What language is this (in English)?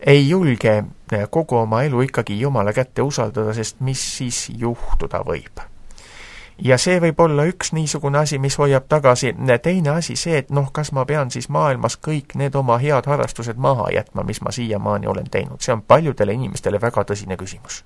Estonian